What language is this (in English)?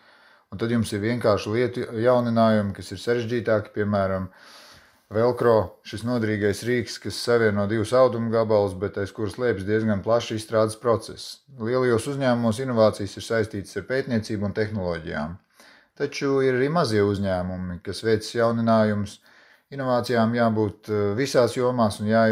Latvian